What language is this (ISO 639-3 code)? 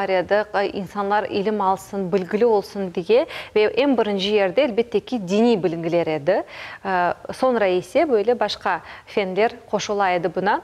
crh